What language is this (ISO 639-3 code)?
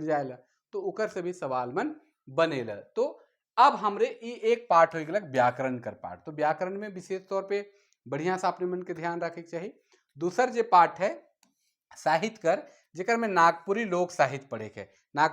sck